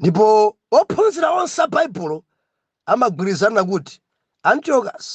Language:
Nyanja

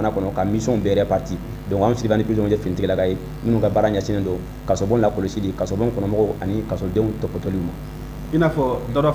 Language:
Bambara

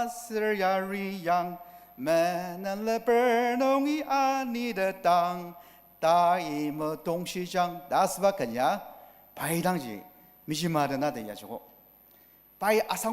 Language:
Ao Naga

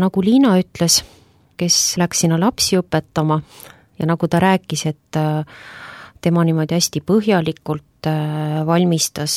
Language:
Estonian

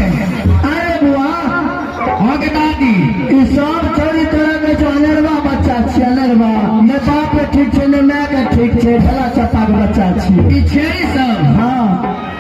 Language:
Maithili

